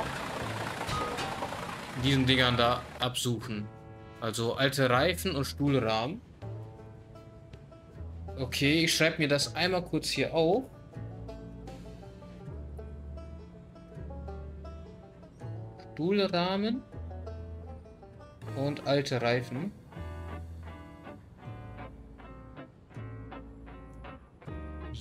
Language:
German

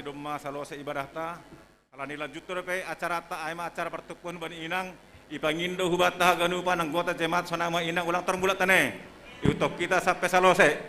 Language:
Batak Simalungun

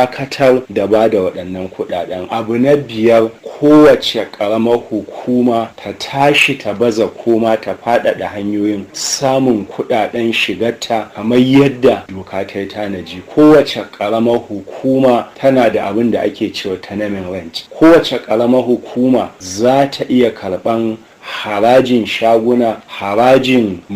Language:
Hausa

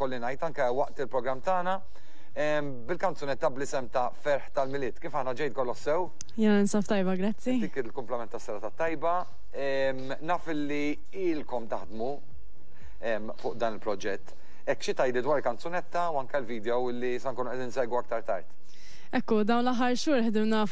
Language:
Maltese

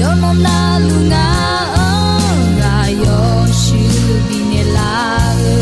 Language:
Akha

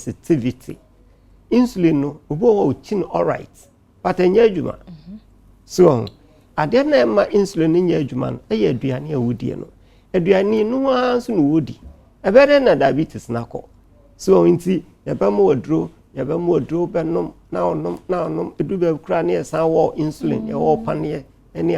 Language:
Akan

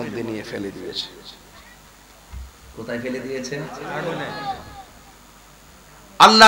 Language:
Bangla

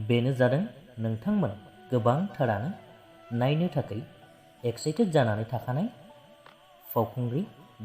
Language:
Bodo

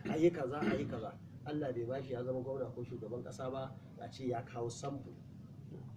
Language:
Hausa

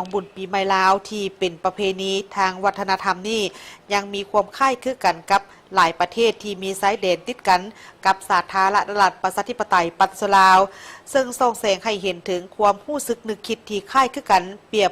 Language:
Lao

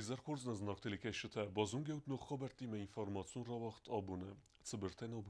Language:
Ossetic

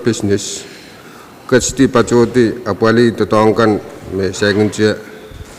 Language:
Pohnpeian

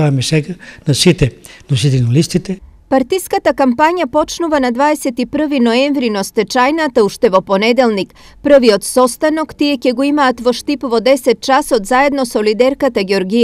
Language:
Macedonian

